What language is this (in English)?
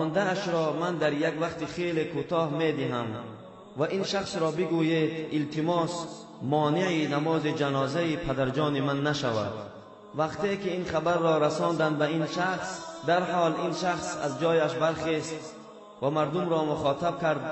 Tajik